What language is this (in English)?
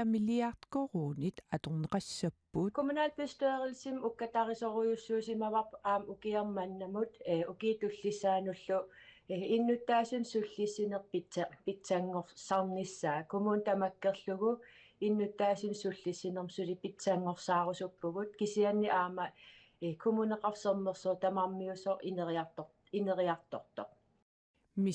Kalaallisut